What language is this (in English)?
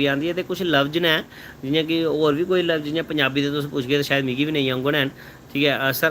Dogri